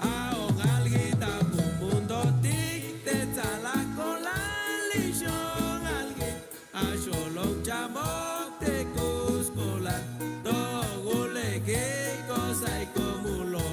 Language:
Chuj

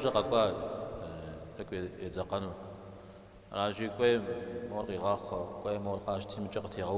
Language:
Kabardian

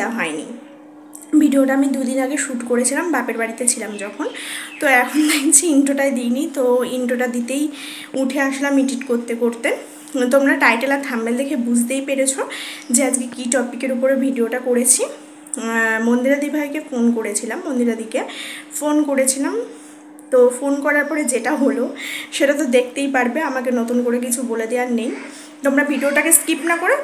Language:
Bangla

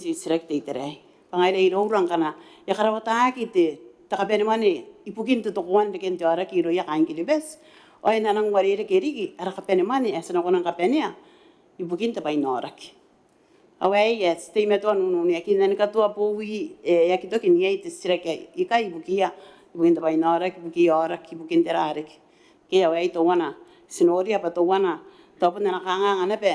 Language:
Gilbertese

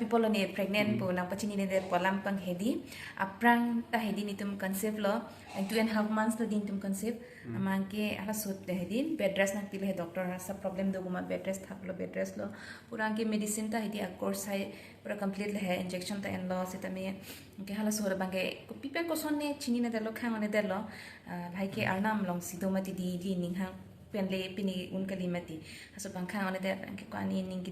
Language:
Karbi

